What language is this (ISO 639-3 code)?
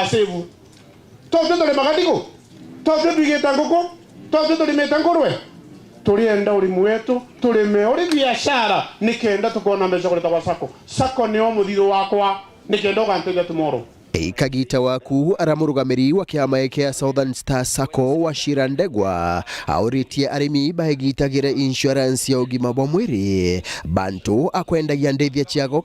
mer